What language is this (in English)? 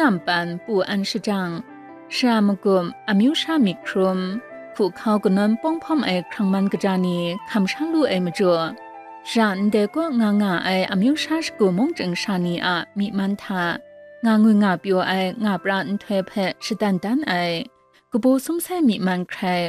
Kachin